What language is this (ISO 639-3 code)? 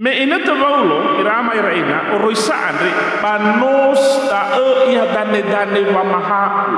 nia